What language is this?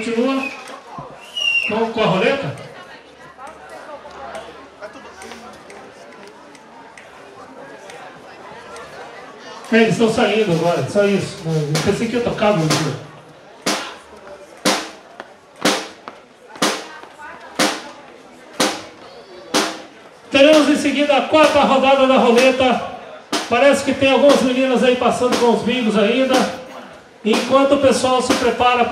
Portuguese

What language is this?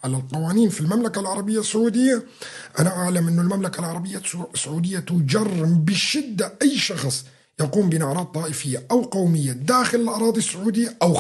North Levantine Arabic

